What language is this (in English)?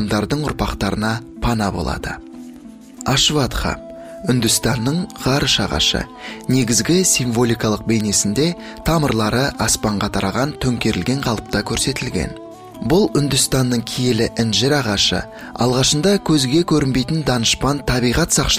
Kazakh